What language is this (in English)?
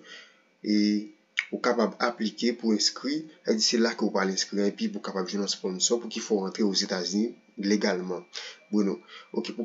Haitian Creole